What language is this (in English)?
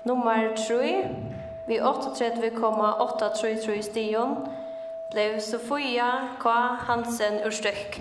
Faroese